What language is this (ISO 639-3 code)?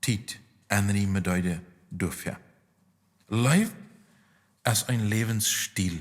pdt